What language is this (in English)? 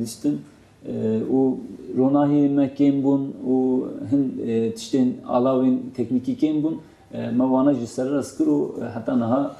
Kurdish